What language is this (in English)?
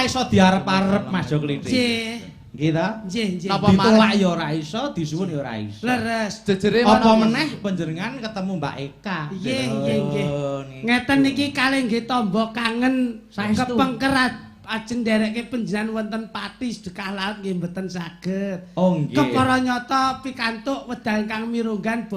Javanese